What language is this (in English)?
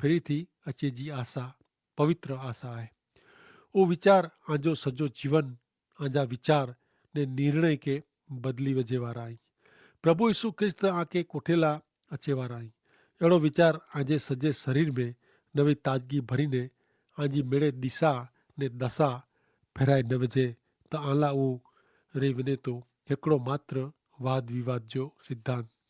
Kachhi